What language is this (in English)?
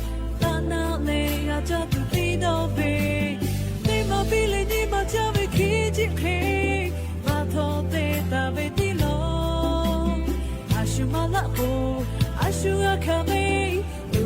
Lahu